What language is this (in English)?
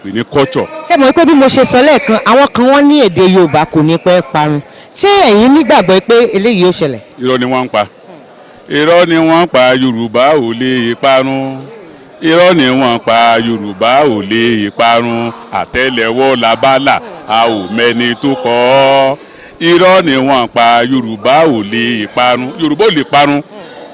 Yoruba